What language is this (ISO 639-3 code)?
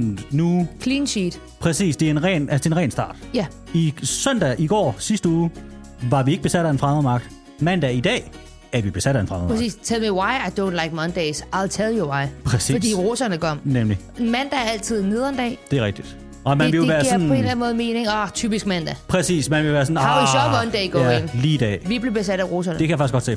dan